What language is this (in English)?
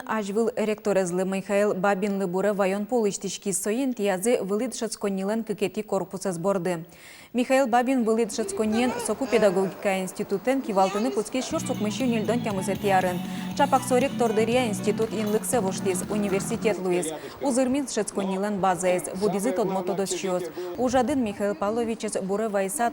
Udmurt